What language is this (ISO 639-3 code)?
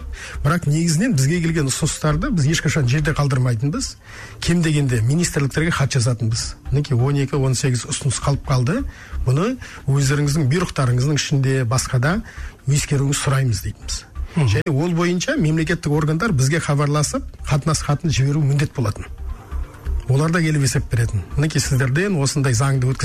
kaz